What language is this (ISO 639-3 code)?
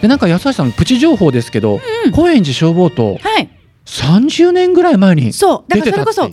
jpn